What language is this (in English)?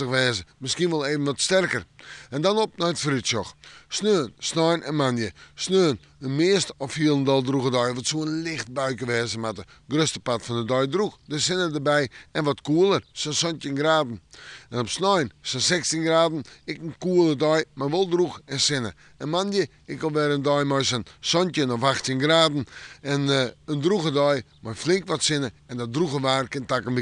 Western Frisian